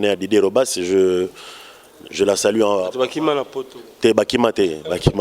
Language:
Lingala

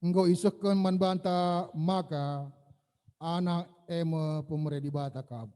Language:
Batak Karo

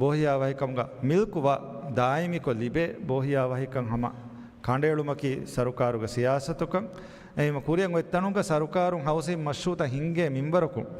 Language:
Divehi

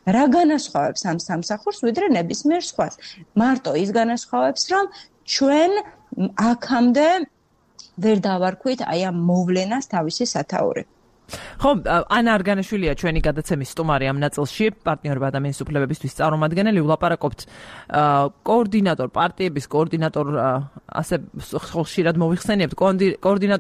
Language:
Georgian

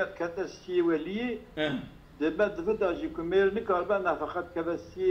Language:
Kurdish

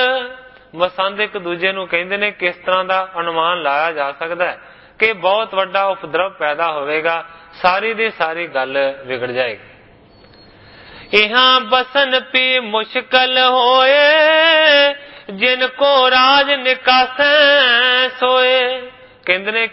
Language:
Punjabi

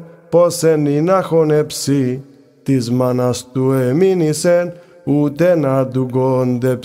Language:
Greek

